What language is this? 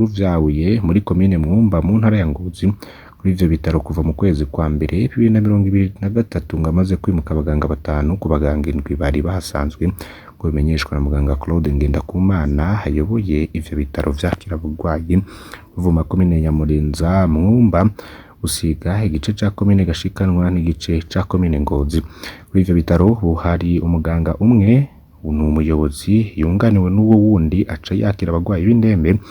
Rundi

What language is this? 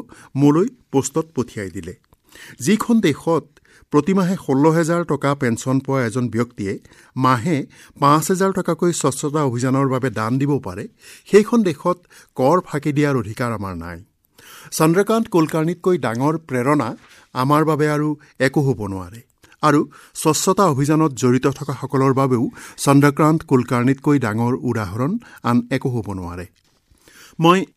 Assamese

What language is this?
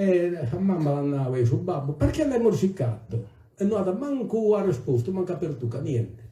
Sardinian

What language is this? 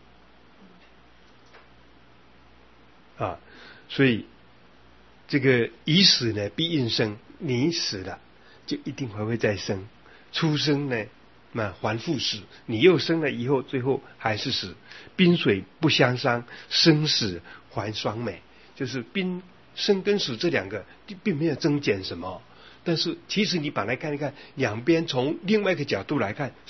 Chinese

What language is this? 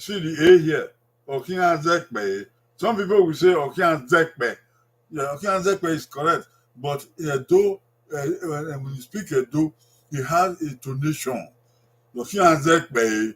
Bini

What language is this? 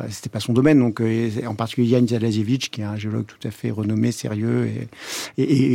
French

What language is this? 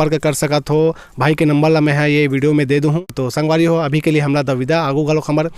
Chhattisgarhi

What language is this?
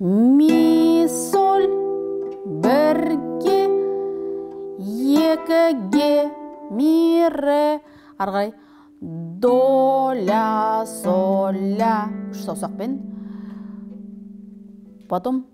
Kazakh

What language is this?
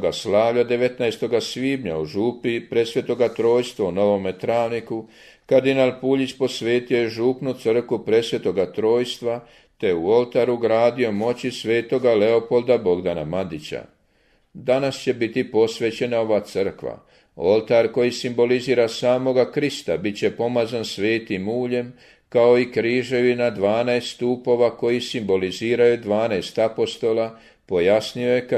Croatian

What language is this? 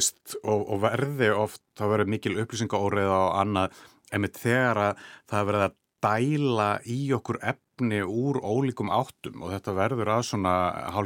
Icelandic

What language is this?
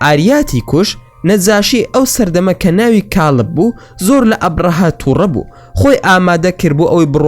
Central Kurdish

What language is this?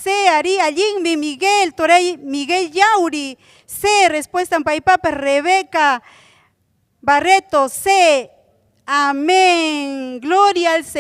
Ayacucho Quechua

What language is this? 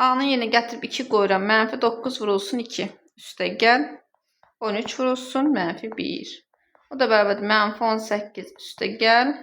Azerbaijani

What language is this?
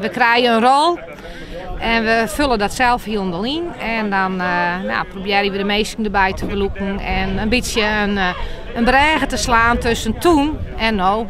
Western Frisian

